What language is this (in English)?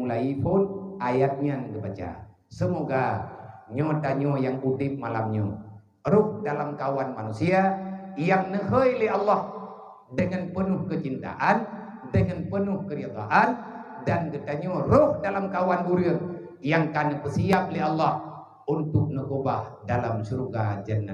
Achinese